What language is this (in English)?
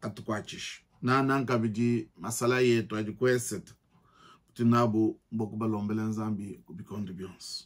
Luba-Lulua